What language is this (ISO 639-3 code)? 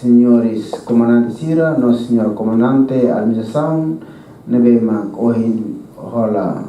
tet